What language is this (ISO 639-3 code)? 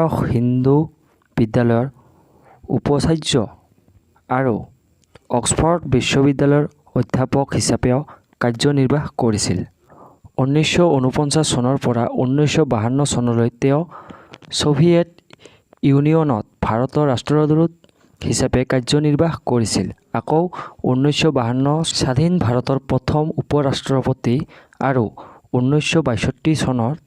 asm